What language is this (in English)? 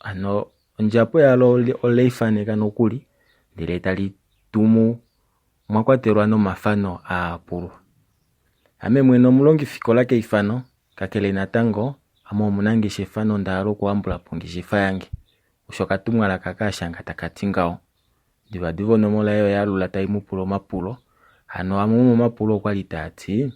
Kuanyama